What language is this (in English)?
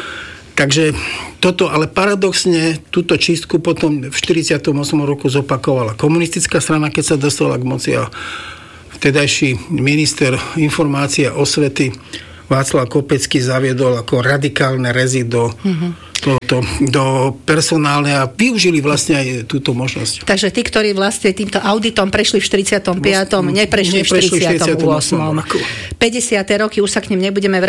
Slovak